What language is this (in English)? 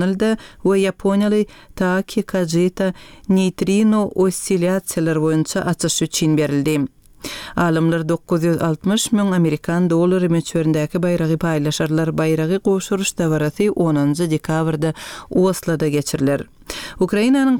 Turkmen